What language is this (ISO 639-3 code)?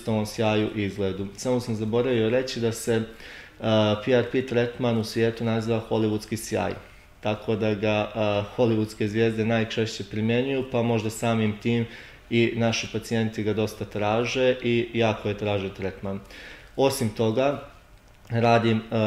srp